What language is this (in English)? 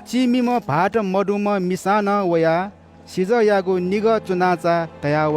Newari